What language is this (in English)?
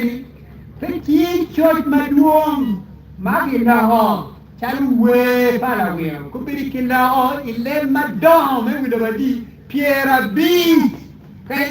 Acoli